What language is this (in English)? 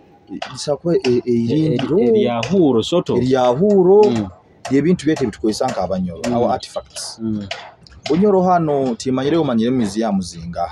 Nyoro